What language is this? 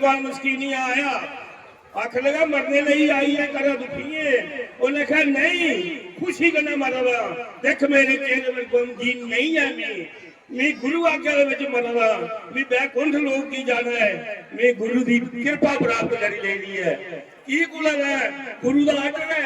Dogri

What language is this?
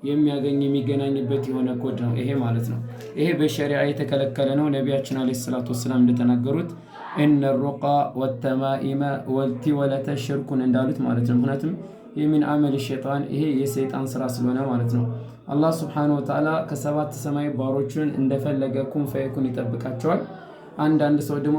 Amharic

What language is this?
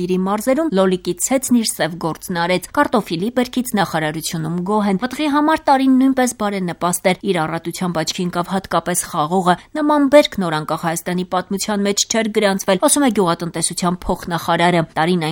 Armenian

